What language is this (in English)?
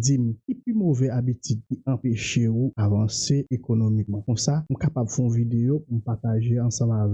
Haitian Creole